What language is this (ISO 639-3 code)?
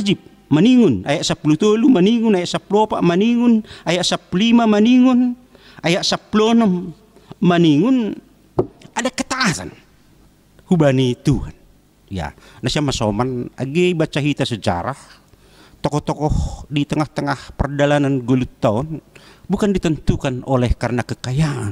bts